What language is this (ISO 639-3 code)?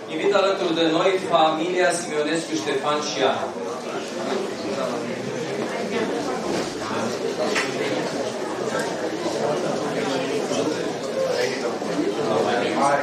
ron